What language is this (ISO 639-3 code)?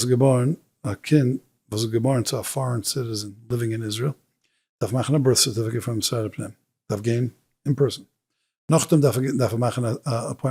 yid